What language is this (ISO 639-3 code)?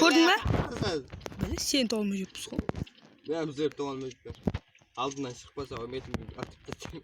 kaa